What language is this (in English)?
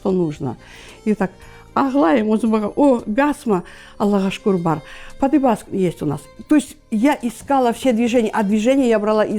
Crimean Tatar